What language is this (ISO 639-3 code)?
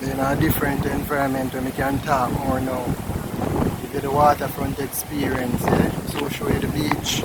jam